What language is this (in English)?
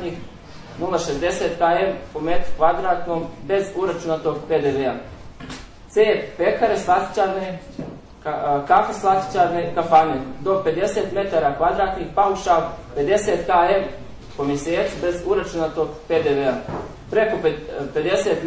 Bosnian